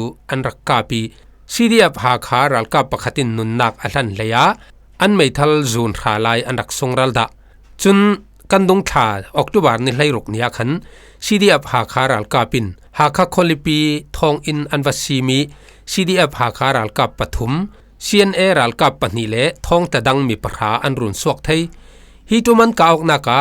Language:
Falam Chin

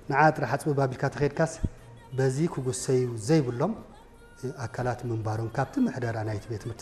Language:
Tigrinya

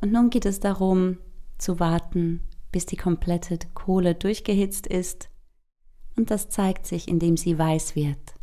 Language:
Swiss German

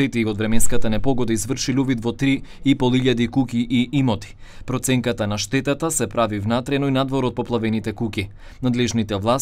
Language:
Macedonian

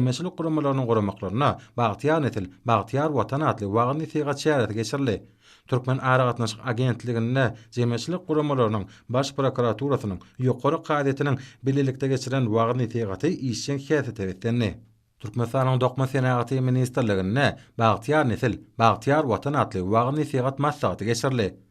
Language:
Turkmen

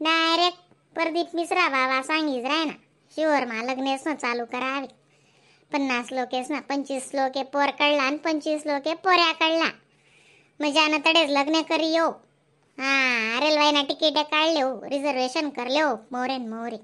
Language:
Khandesi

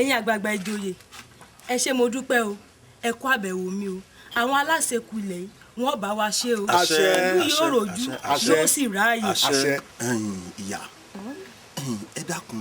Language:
Yoruba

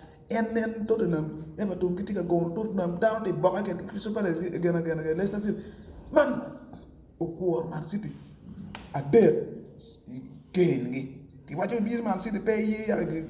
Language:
Acoli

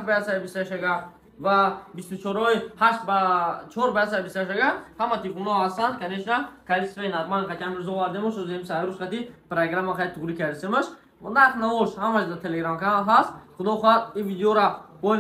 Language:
Tajik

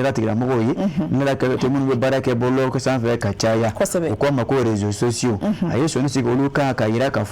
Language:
Bambara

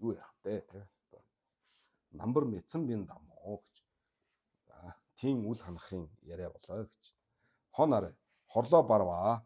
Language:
Mongolian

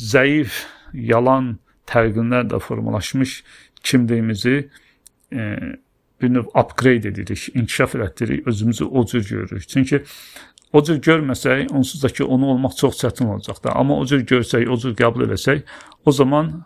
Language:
Azerbaijani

